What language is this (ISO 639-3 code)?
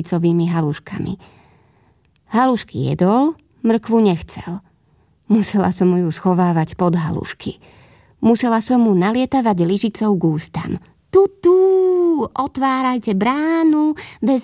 slk